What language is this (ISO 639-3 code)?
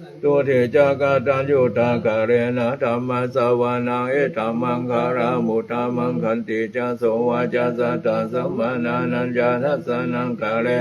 pli